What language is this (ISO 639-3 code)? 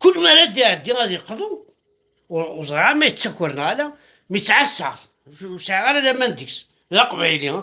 kab